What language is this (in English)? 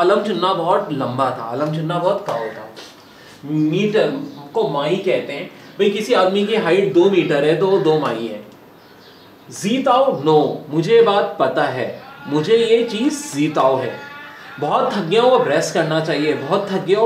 Hindi